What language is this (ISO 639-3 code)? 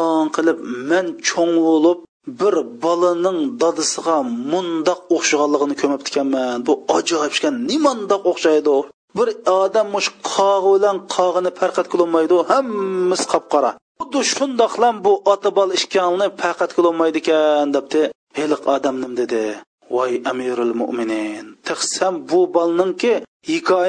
uig